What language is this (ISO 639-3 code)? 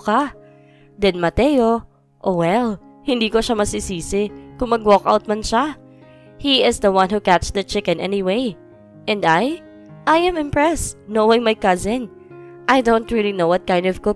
fil